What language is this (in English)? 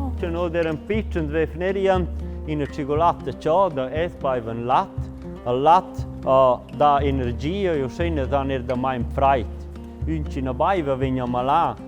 Romansh